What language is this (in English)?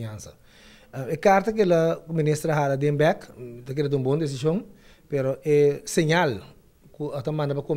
Papiamento